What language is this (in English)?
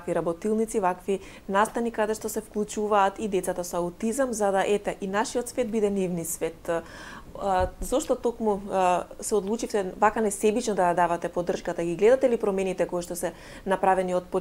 Macedonian